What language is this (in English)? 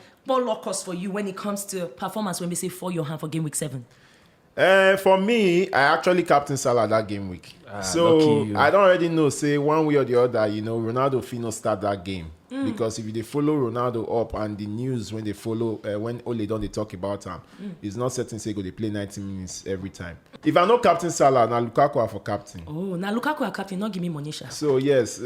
Nigerian Pidgin